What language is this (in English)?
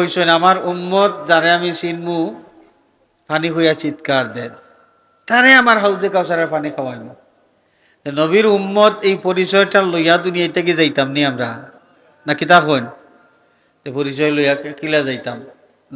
Sylheti